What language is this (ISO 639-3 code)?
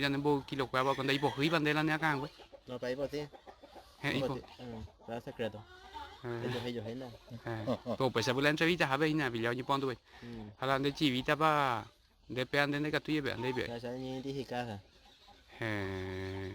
grn